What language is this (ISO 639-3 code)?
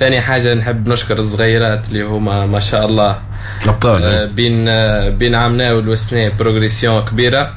aeb